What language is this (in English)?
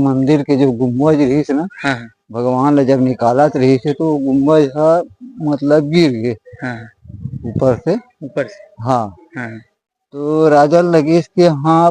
Chhattisgarhi